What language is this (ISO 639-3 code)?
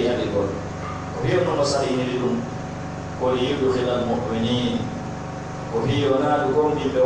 fuf